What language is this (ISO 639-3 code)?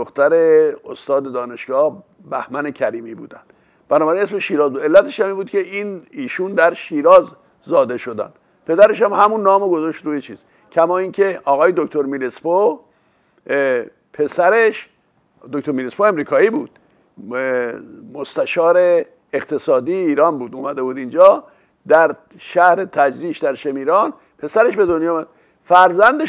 fas